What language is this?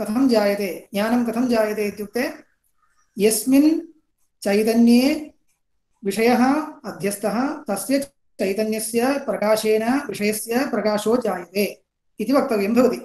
Sanskrit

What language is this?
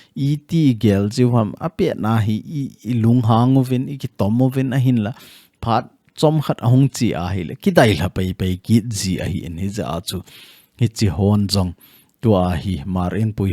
Thado Chin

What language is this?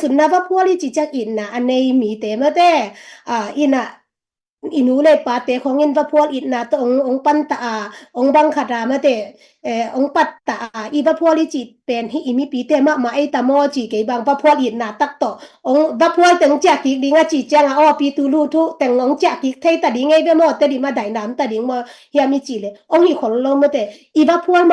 Tedim Chin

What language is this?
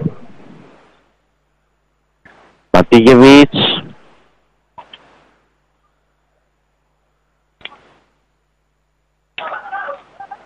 Greek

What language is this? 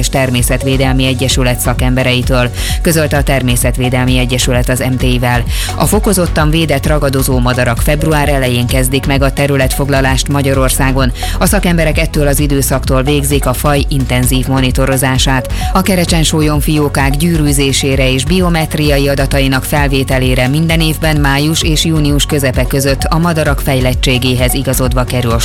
Hungarian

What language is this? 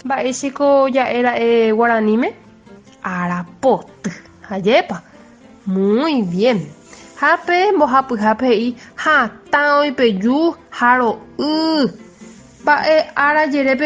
Guarani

